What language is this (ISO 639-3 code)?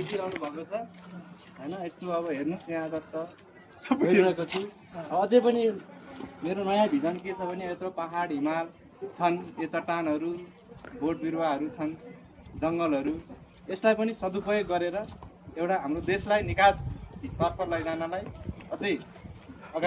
nep